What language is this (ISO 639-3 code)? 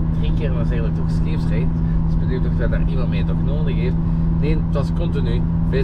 nld